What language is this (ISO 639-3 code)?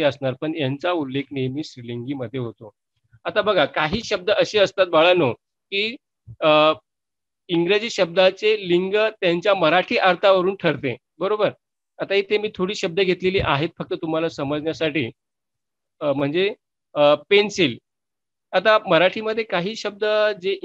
mar